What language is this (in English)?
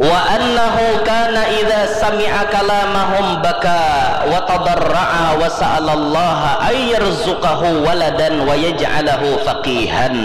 Banjar